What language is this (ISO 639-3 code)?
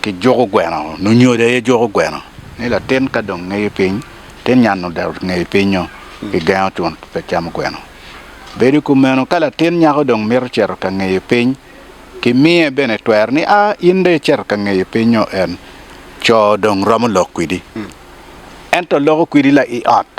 ach